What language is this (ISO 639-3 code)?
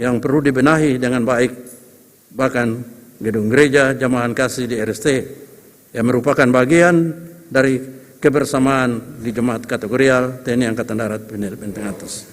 abs